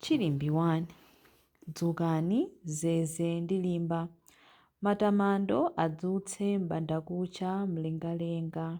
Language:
Nyanja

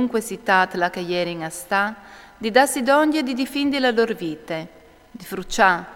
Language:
Friulian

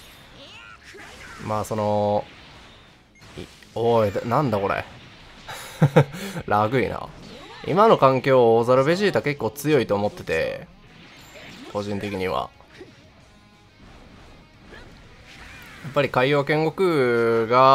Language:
Japanese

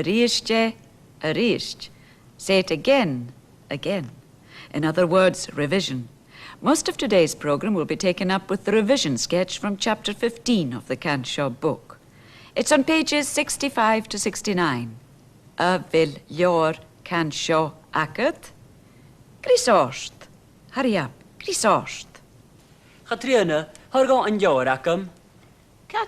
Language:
Scottish Gaelic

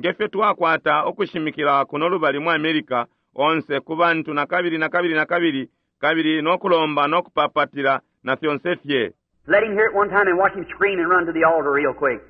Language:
Bemba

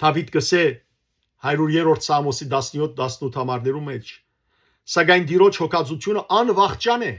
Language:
Western Armenian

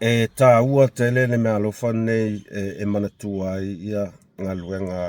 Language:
Samoan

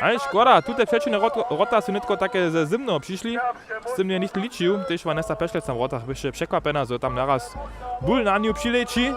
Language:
Upper Sorbian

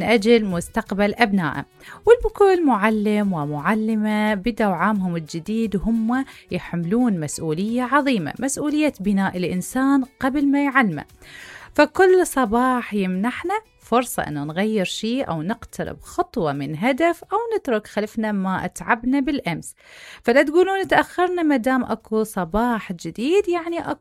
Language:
Mesopotamian Arabic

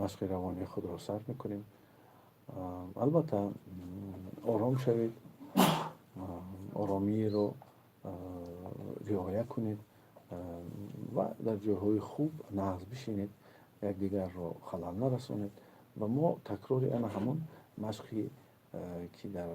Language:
Tajik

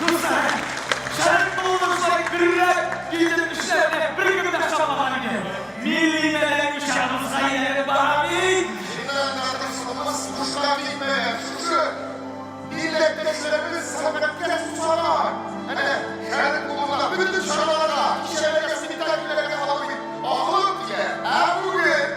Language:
Tatar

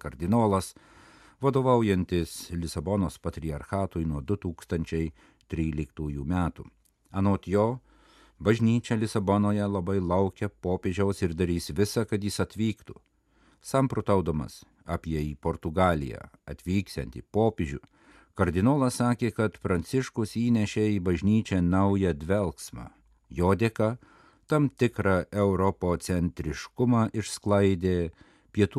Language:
Lithuanian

